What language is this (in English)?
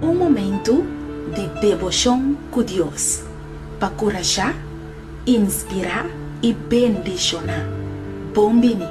Papiamento